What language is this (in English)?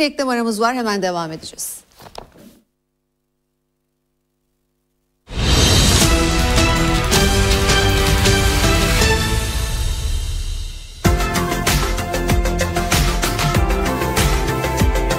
Turkish